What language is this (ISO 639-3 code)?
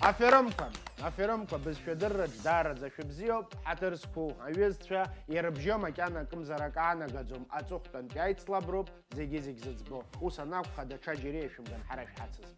abk